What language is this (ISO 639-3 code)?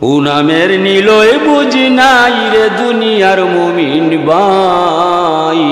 syl